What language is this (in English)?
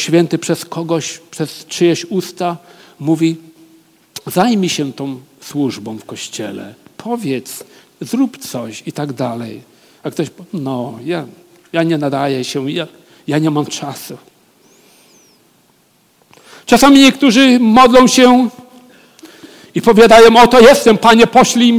Polish